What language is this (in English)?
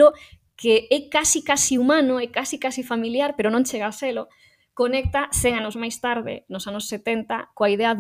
Galician